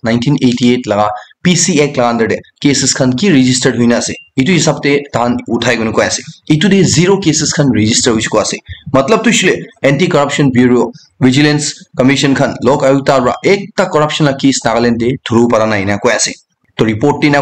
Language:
Naga Pidgin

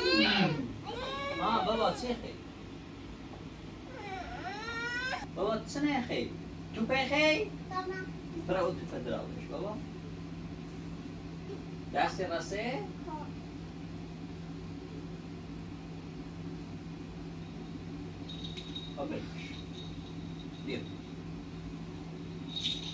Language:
Persian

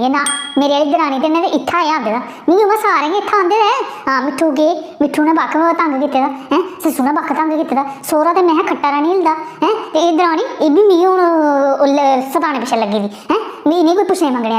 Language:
Dogri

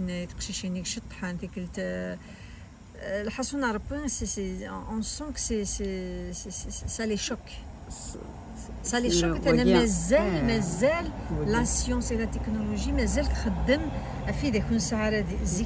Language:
Kabyle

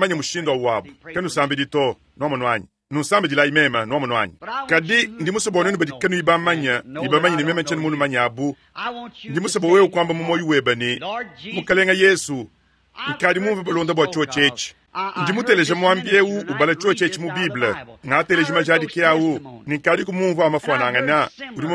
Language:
Luba-Lulua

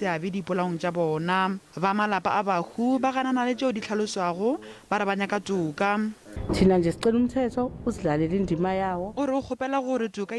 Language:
Northern Sotho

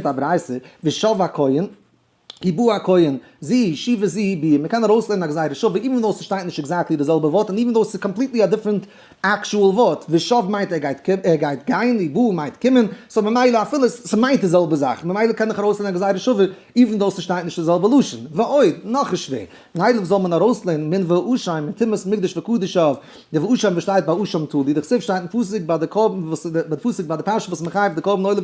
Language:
Yiddish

